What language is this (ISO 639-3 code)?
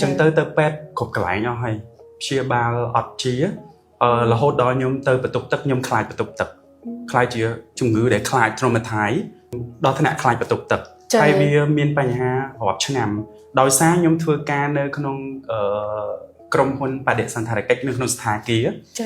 khm